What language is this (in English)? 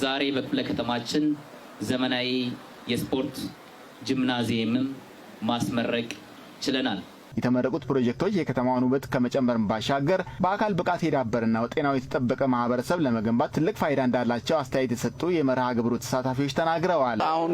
Amharic